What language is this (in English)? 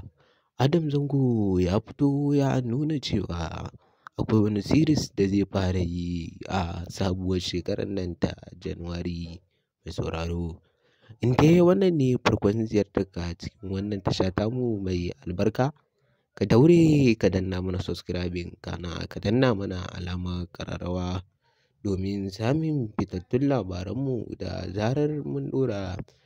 Hausa